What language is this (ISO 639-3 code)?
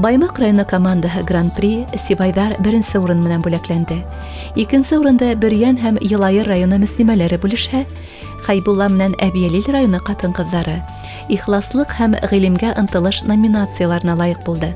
bak